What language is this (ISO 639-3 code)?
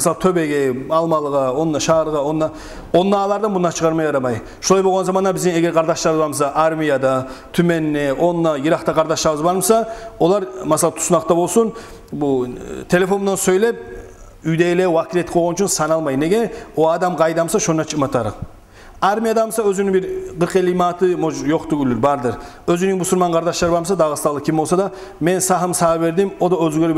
kum